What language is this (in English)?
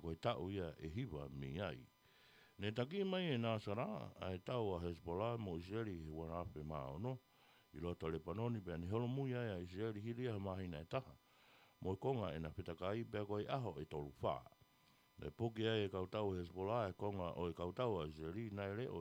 Tongan